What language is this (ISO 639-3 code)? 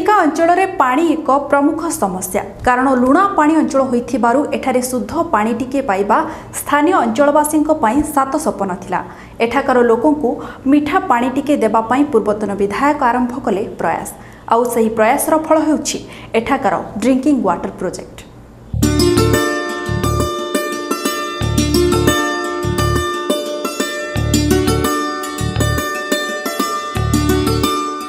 ori